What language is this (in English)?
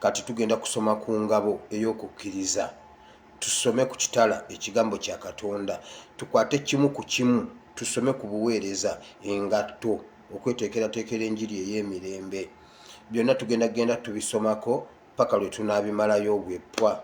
Ganda